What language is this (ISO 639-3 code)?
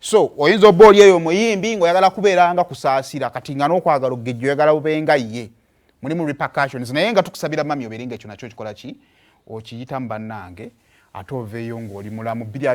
lug